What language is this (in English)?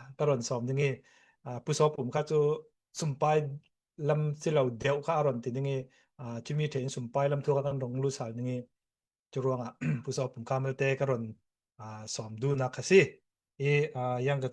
Falam Chin